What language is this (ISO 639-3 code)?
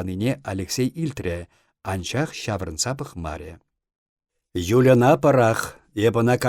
chv